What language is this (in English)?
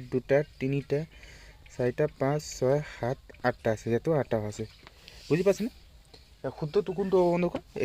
Assamese